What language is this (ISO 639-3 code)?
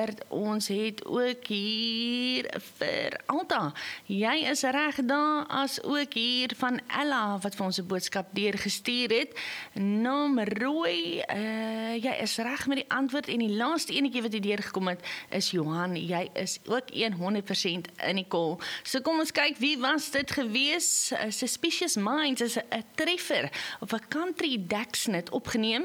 afr